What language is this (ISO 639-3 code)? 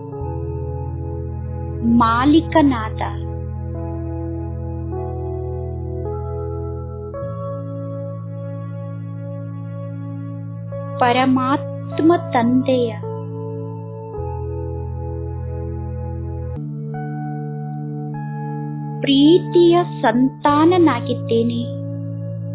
kan